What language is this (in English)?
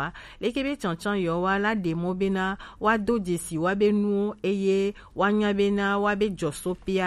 Gen